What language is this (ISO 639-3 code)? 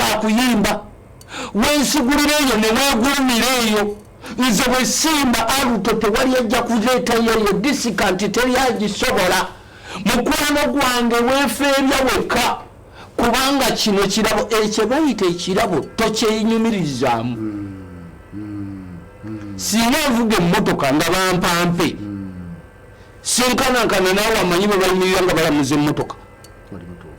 lug